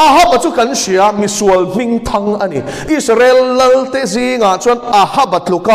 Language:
Mizo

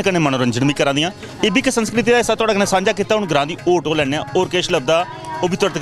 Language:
Dogri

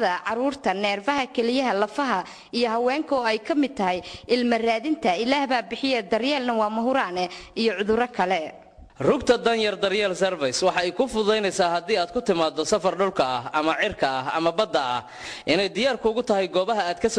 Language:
Somali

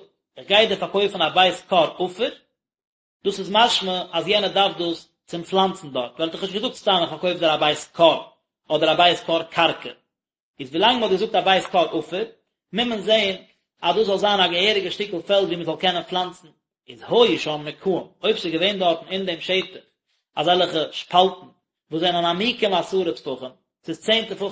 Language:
Yiddish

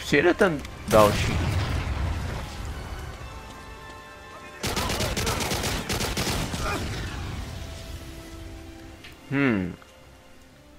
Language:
Czech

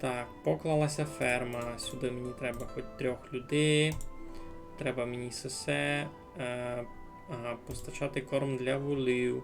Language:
Rusyn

